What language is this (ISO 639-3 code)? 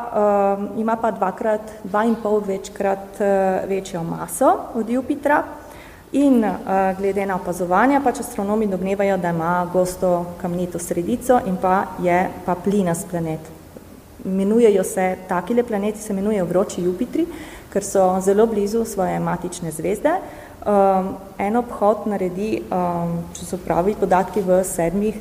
slv